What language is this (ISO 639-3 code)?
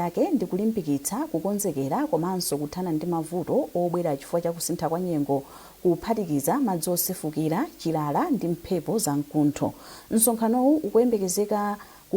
nya